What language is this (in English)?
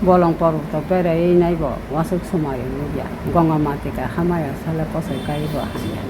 Kok Borok